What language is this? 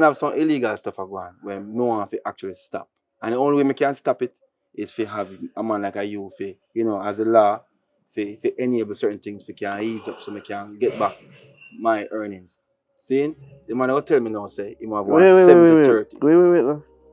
Jamaican Creole English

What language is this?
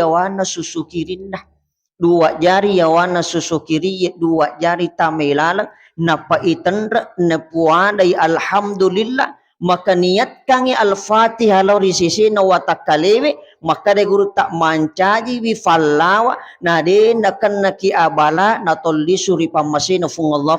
Buginese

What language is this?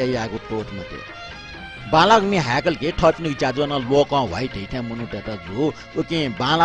Newari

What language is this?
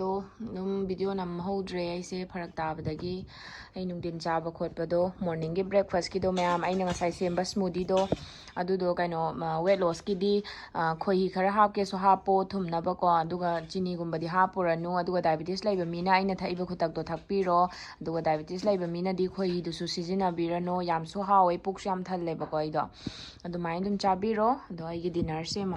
Manipuri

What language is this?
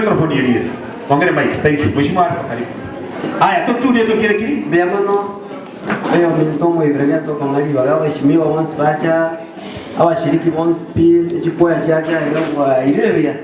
Gusii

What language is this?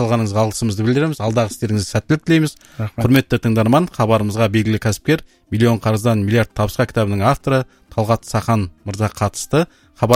Kazakh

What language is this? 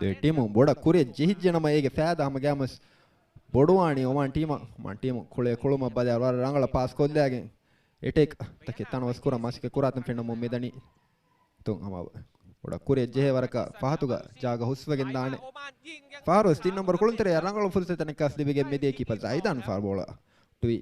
Divehi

